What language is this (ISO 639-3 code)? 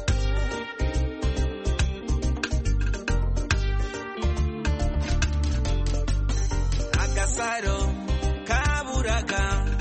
kin